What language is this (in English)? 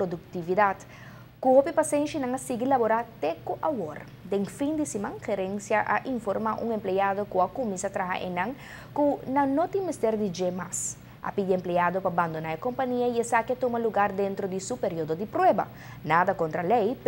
Papiamento